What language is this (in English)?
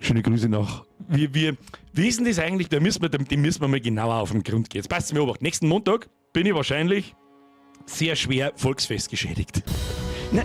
Bavarian